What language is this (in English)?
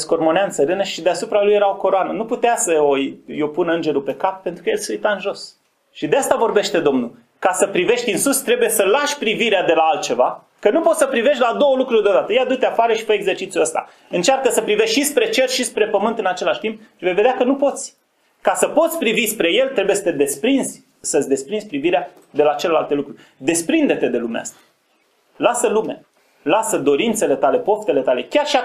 Romanian